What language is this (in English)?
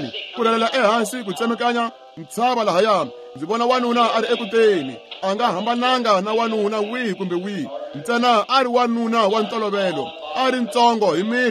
Tsonga